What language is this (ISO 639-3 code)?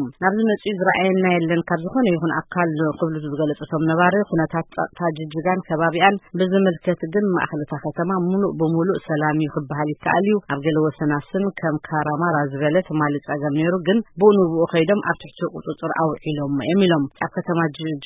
tir